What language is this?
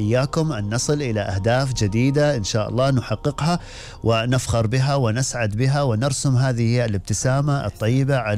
Gulf Arabic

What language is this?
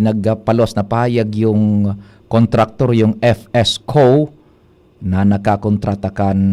Bikol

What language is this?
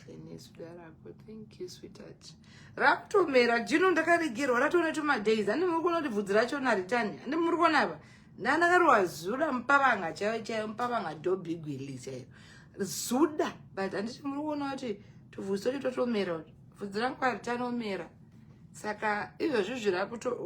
Shona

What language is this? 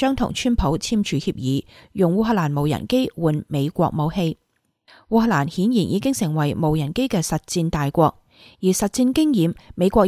Cantonese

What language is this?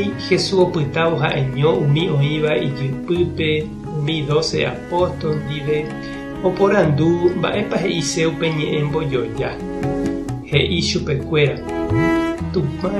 Guarani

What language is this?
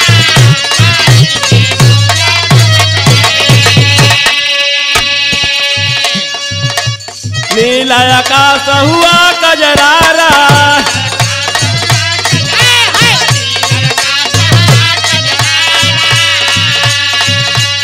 Bhojpuri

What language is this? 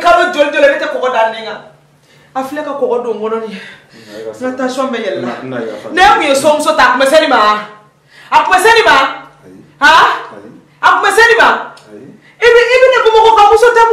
Bambara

